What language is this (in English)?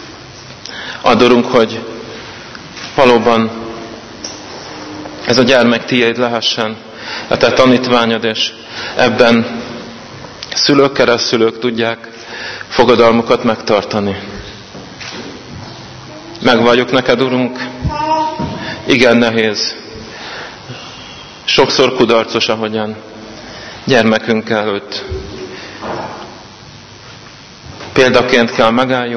Hungarian